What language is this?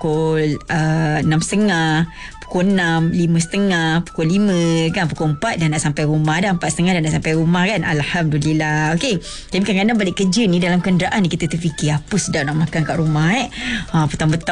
Malay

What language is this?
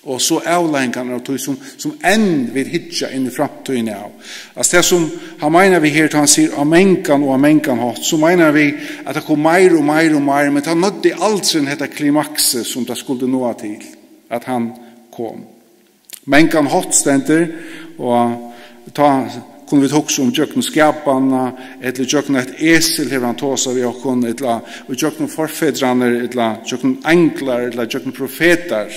Faroese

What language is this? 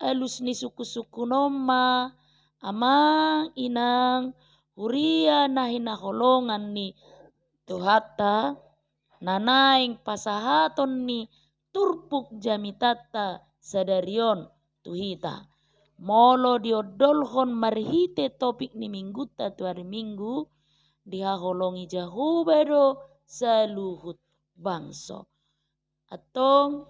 Batak Toba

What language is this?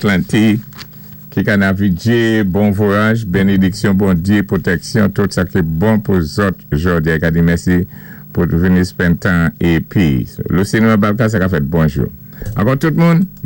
Saint Lucian Creole French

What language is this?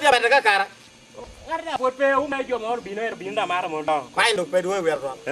Lango (Uganda)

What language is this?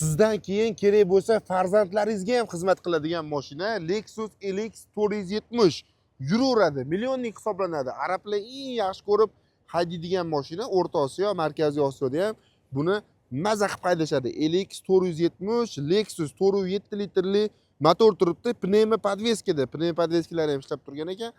Uzbek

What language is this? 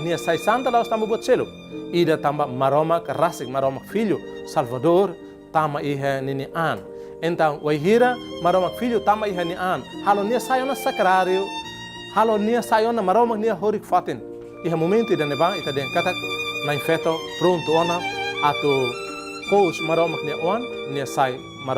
Tetum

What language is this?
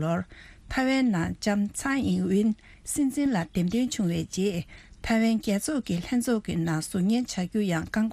Tibetan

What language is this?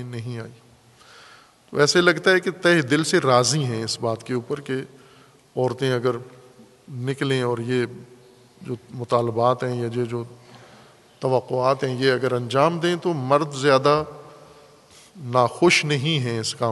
Urdu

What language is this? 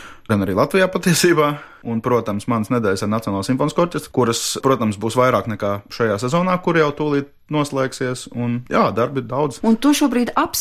Latvian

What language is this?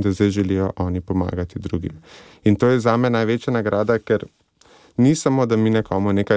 Slovenian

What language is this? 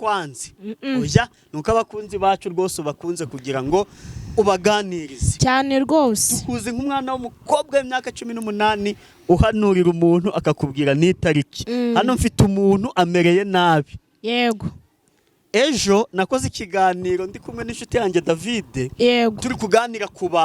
Kinyarwanda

